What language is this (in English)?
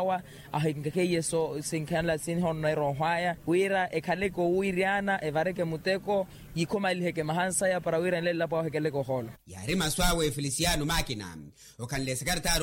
Makhuwa